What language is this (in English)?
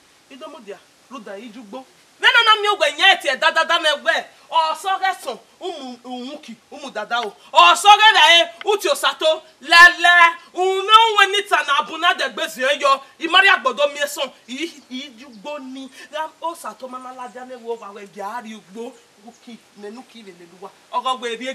Bini